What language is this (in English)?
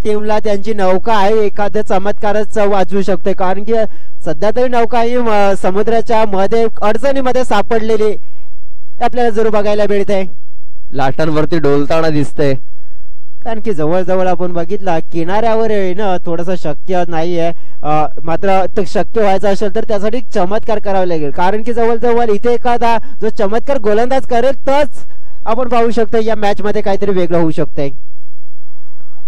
Marathi